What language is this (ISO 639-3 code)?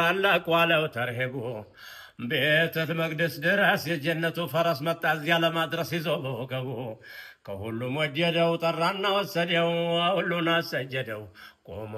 amh